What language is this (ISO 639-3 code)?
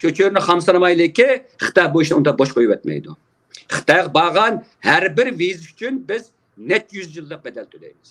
uig